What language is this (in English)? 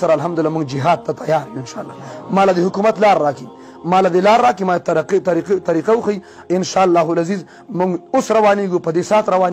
Pashto